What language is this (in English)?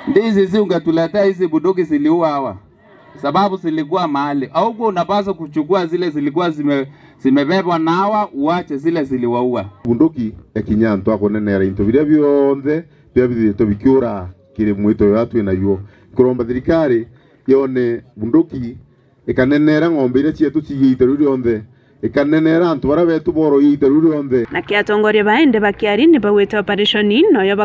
Meru